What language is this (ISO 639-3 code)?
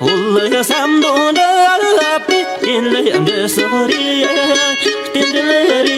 bod